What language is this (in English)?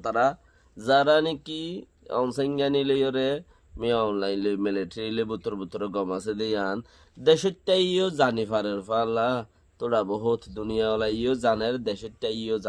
Rohingya